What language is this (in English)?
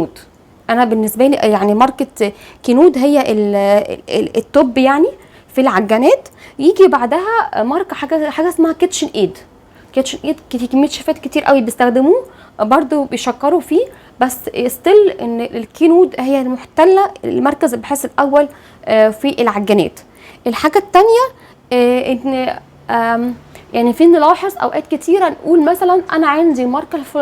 Egyptian Arabic